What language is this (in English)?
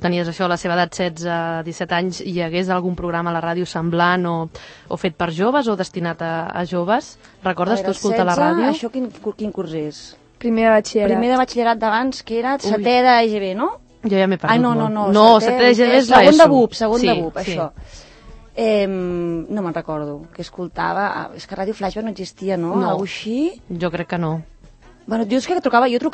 Catalan